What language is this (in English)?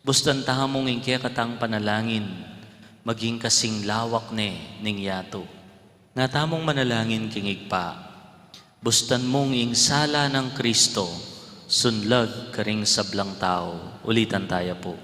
Pampanga